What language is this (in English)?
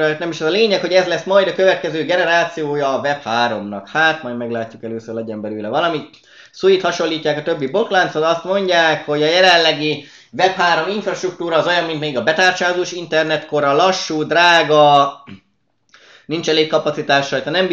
Hungarian